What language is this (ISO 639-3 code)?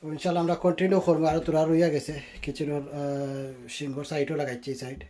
syl